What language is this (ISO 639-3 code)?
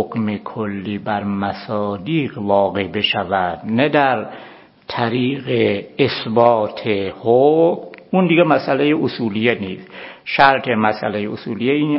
fas